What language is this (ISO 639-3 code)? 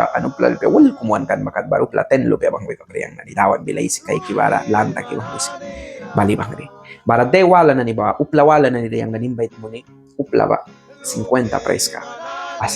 miq